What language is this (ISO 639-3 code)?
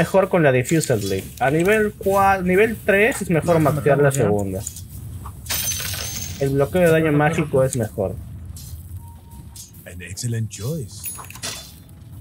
spa